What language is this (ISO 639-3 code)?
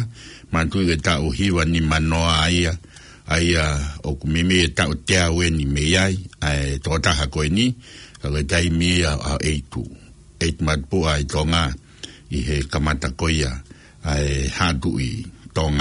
ton